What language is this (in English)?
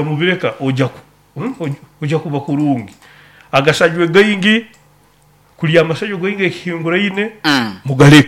Nyoro